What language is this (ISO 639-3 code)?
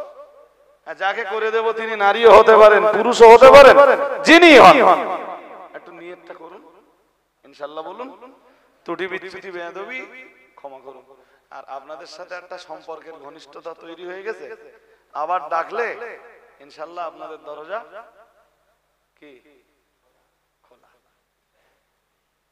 ben